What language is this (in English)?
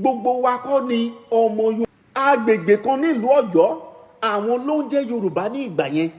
Yoruba